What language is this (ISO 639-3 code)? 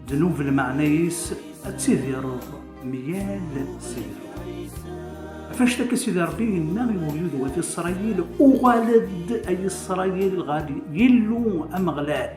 kab